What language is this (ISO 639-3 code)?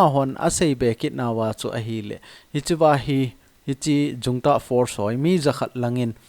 tcz